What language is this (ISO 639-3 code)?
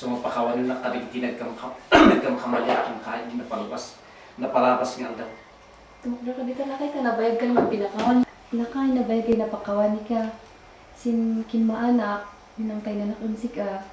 kne